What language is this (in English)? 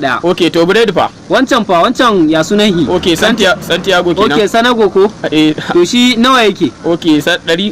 Hausa